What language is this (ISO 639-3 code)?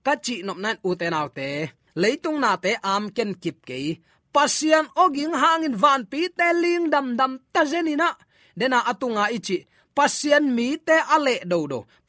ctd